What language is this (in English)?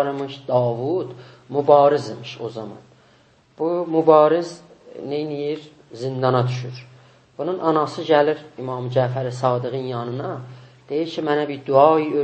South Azerbaijani